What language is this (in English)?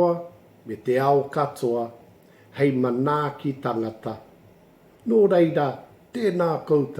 Māori